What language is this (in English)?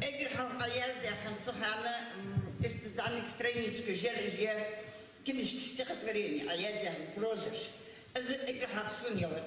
Ingush